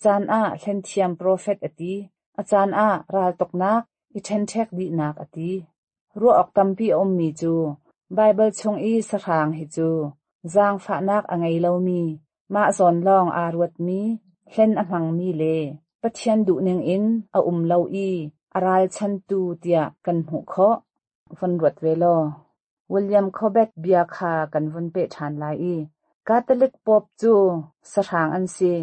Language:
Hakha Chin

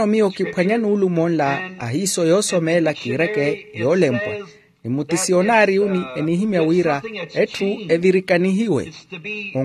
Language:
Makhuwa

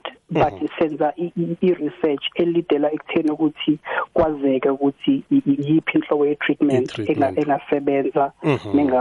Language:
South Ndebele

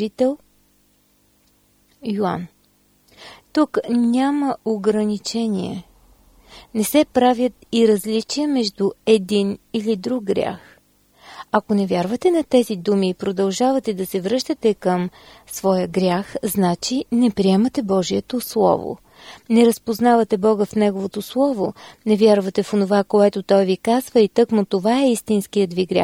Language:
Bulgarian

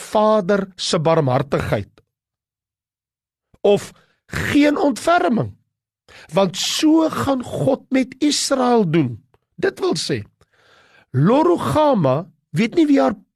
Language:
Afrikaans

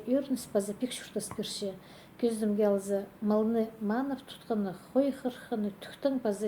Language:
Khakas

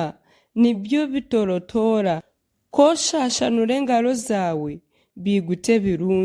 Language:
Nyankole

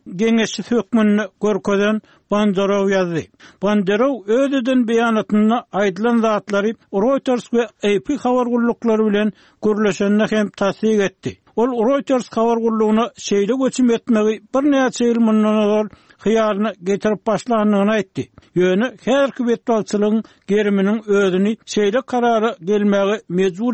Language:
Turkmen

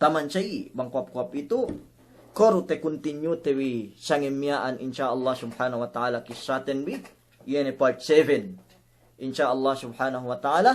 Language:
Yakan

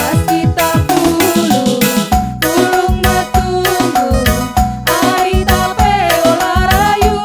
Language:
Batak Karo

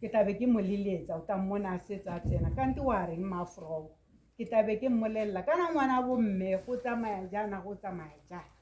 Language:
Tswana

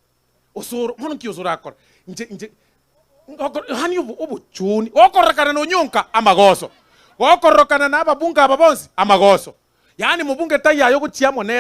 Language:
Gusii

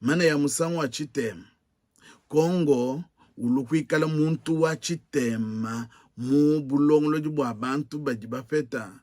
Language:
Luba-Lulua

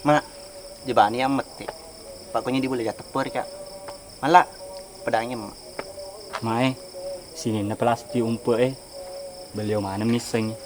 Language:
Buginese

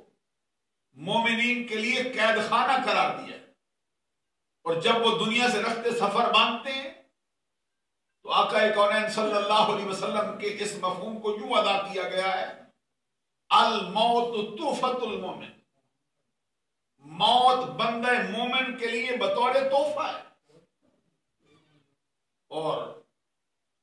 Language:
Urdu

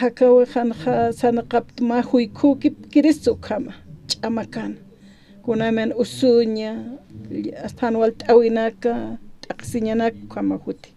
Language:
Aymara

